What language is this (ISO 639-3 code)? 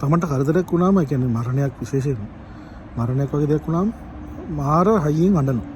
sin